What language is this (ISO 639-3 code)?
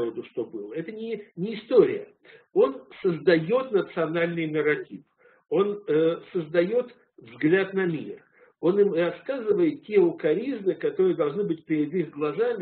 rus